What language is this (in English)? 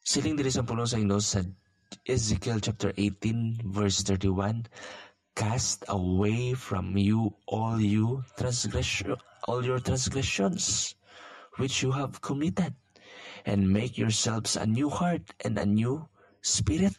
Hiligaynon